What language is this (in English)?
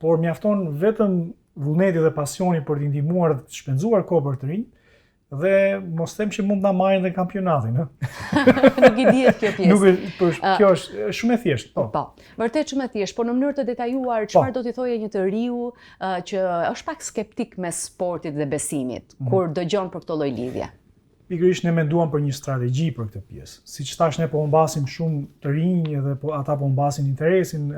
Albanian